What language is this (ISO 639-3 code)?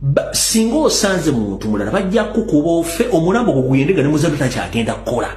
lug